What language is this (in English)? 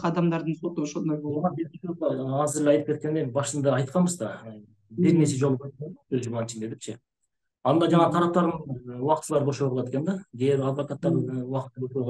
Kyrgyz